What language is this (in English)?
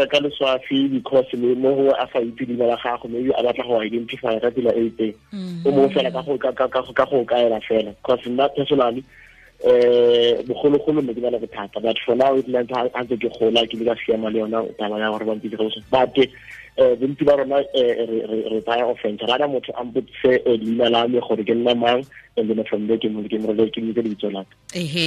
Tswana